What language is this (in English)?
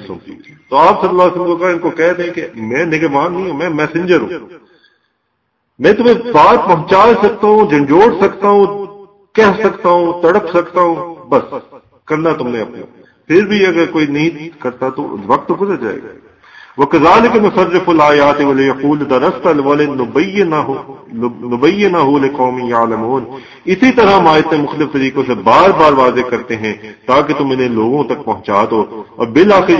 Urdu